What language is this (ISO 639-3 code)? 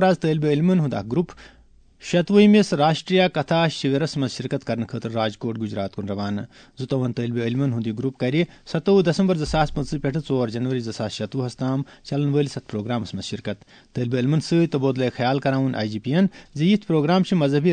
kas